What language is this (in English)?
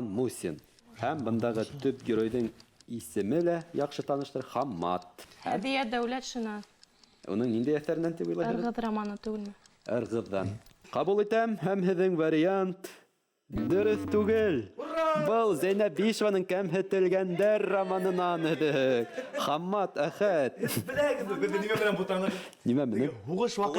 Bashkir